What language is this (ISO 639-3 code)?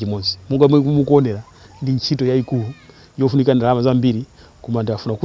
nya